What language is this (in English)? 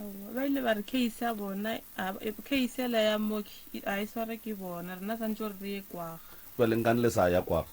Northern Sotho